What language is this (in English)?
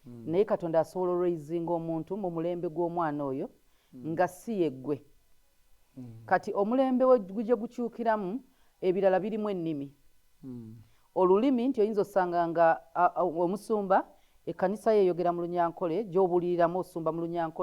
Ganda